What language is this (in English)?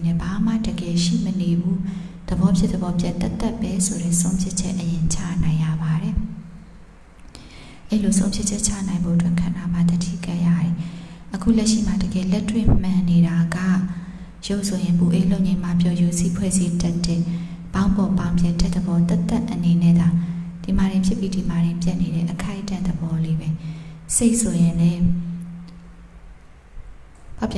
Burmese